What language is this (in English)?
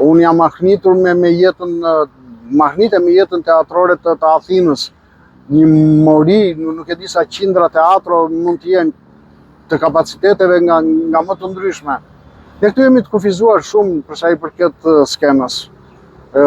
Albanian